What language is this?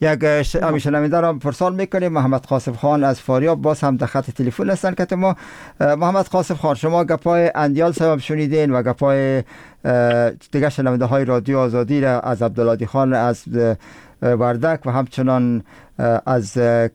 Persian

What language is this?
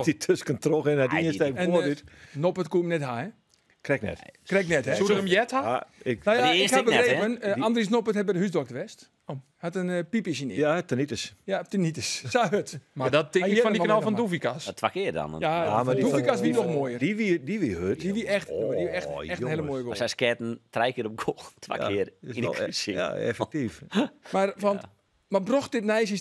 Western Frisian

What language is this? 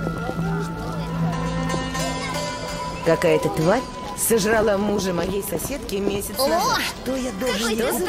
Russian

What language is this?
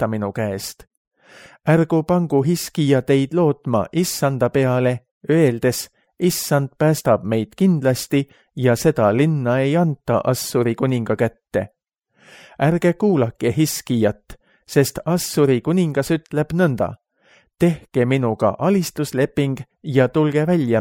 Estonian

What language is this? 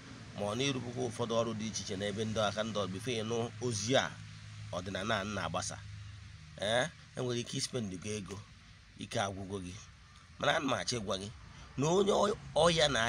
Igbo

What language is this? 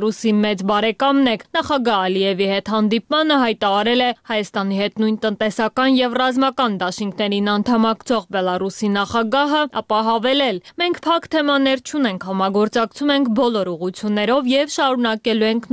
Armenian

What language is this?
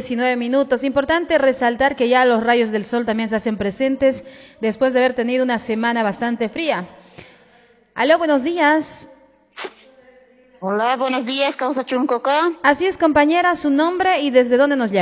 Spanish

